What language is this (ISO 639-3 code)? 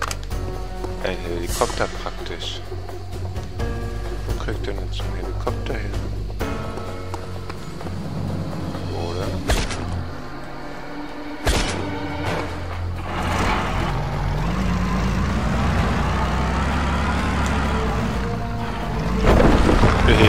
deu